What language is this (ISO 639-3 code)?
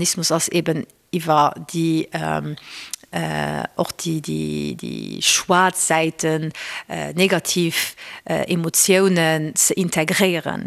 ltz